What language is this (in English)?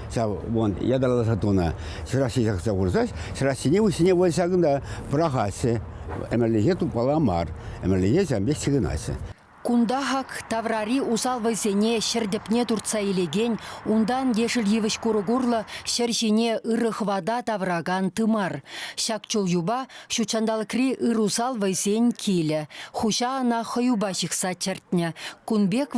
Chuvash